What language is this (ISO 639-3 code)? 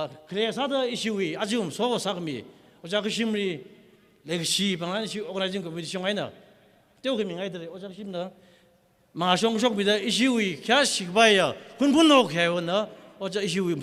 nmf